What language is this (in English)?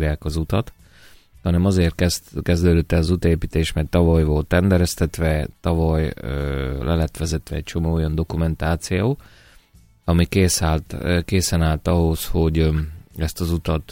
Hungarian